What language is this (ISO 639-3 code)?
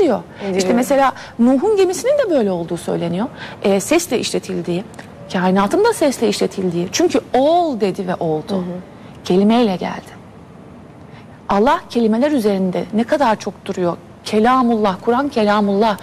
tur